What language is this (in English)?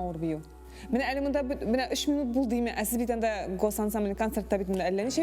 Tatar